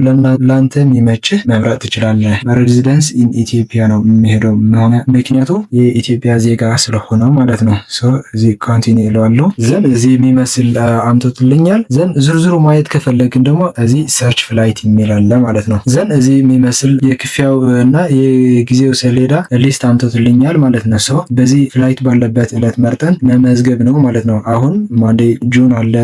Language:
Amharic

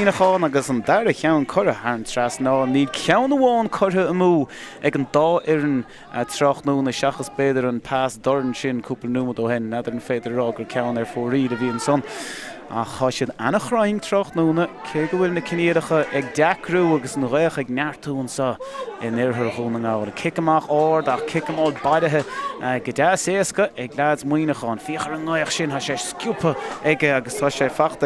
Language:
Irish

